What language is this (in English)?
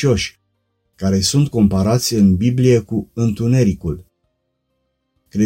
Romanian